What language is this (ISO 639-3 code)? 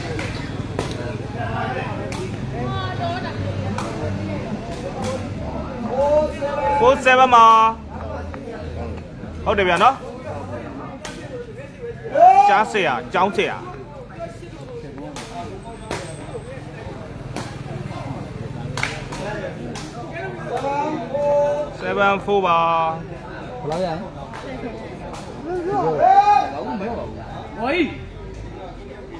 mya